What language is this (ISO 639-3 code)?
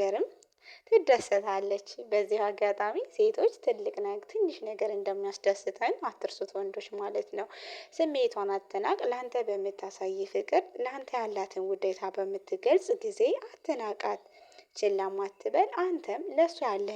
amh